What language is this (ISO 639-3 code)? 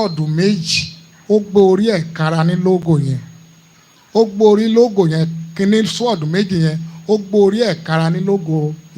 yor